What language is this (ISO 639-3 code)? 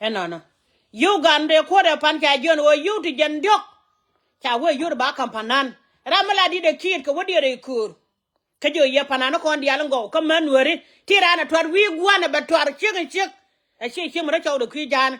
nus